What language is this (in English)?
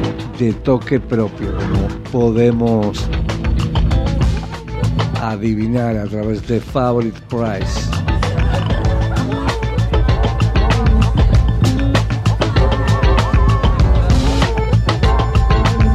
Spanish